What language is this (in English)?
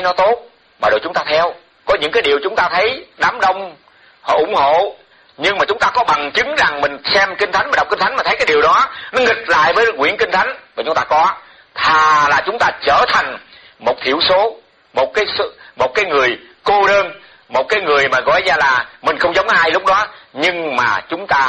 Vietnamese